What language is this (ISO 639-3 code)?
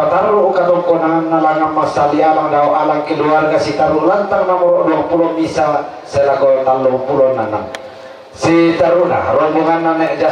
sda